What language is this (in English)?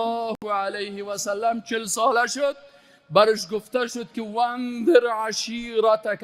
Persian